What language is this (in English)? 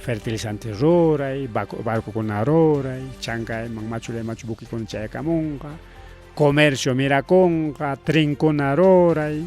Ayacucho Quechua